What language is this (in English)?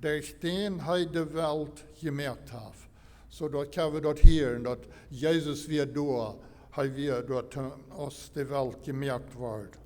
Plautdietsch